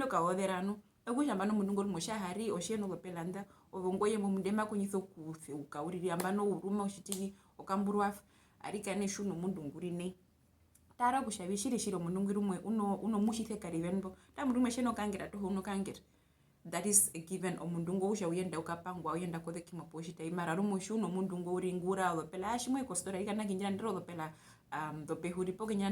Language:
Herero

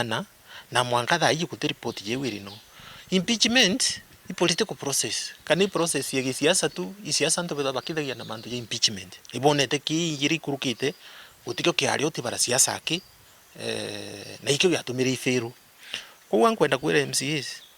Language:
Meru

